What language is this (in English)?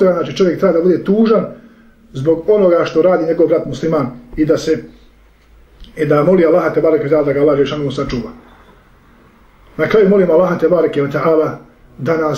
Bosnian